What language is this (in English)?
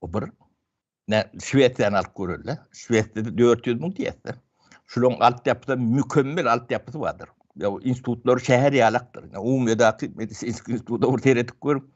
Turkmen